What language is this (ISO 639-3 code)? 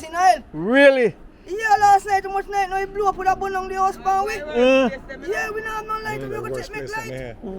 jam